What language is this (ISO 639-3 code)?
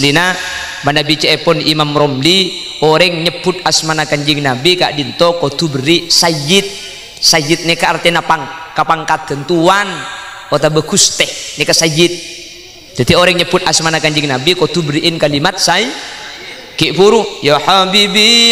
mad